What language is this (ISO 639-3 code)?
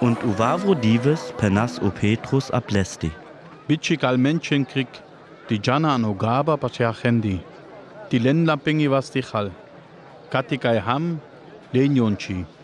rmo